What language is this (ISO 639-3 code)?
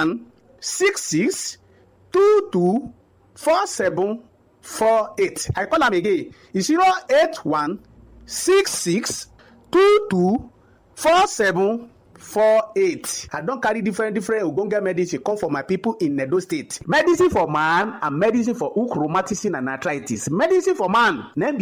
pcm